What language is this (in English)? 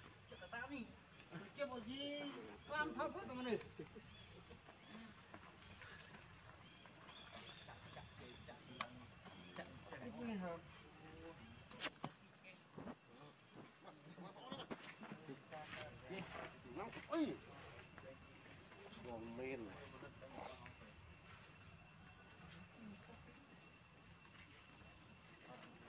Vietnamese